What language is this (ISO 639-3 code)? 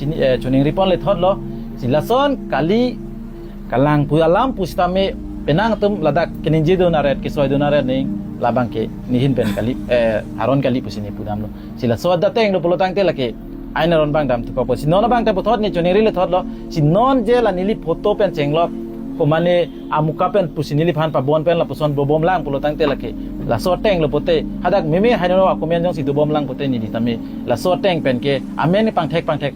mjw